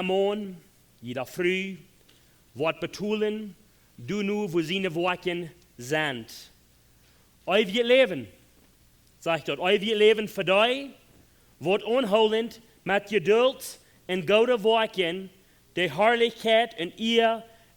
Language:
Plautdietsch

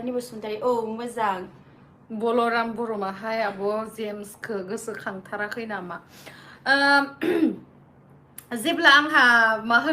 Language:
Bodo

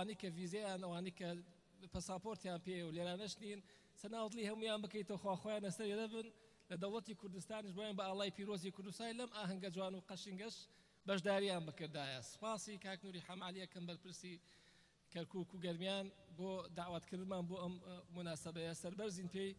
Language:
Central Kurdish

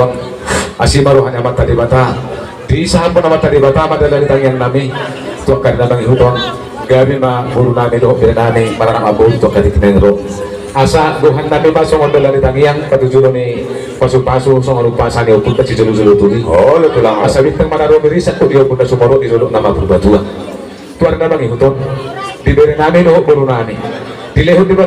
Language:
Batak Toba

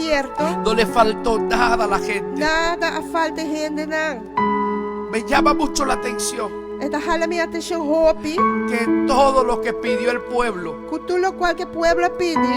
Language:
Papiamento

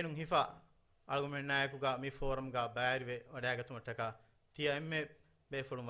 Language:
Divehi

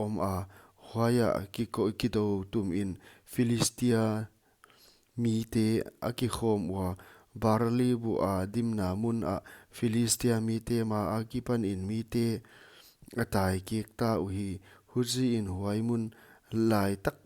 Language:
Paite Chin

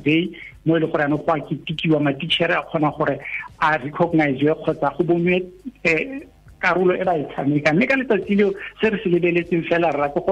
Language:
Tswana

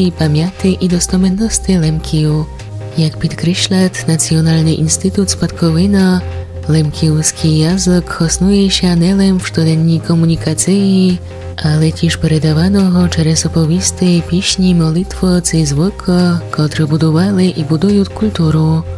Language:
Rusyn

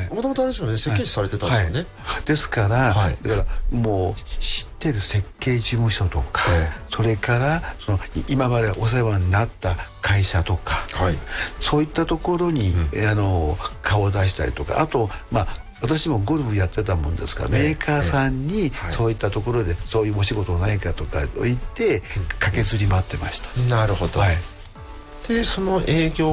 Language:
Japanese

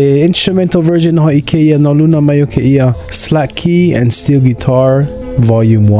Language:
Hawaiian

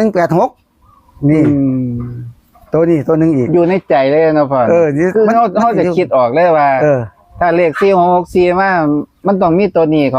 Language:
Northeastern Thai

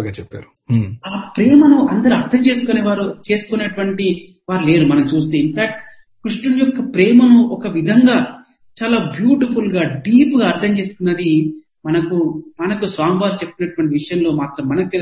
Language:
Telugu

